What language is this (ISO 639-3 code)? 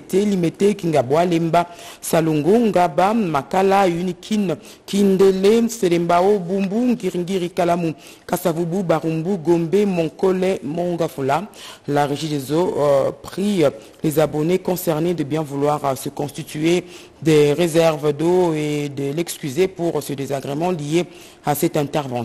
fra